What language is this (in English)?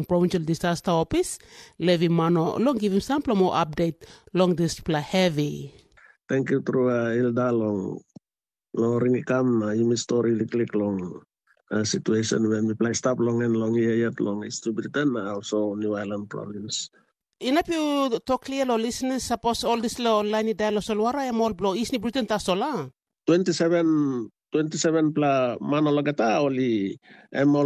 Tok Pisin